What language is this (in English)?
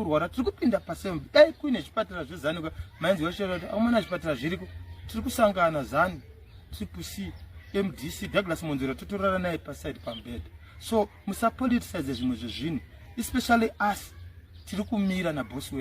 Shona